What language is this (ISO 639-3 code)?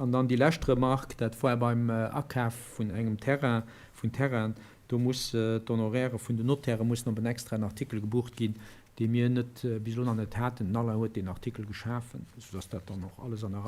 ltz